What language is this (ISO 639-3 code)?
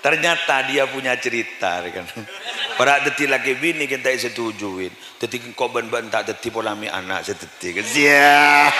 mad